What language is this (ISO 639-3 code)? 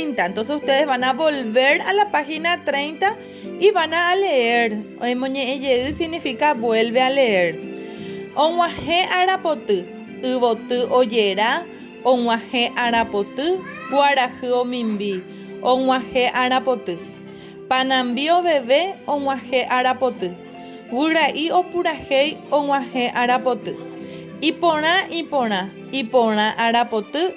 grn